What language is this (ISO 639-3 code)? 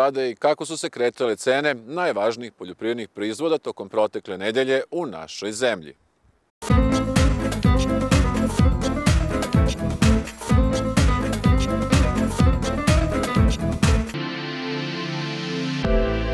srp